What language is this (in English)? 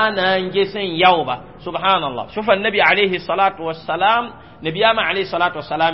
Mossi